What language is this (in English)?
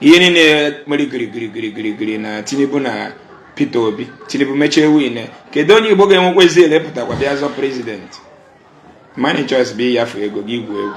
Igbo